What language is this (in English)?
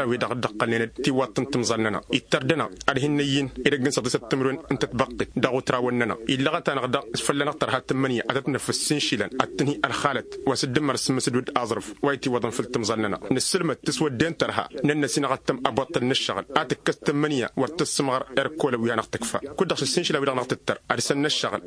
Tamasheq